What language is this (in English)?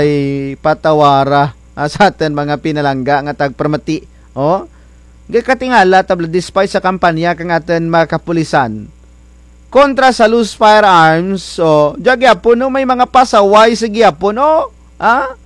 Kinaray-a